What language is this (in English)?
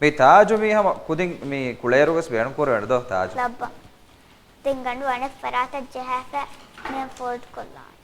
Divehi